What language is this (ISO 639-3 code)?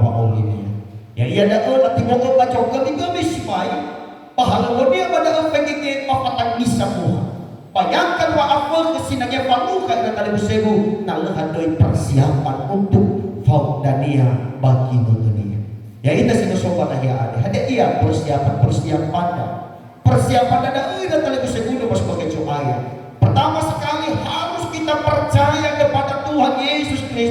nia